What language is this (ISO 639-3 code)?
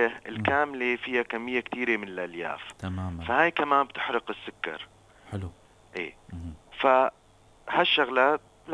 apc